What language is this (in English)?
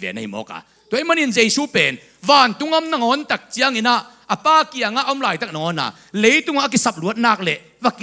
Tedim Chin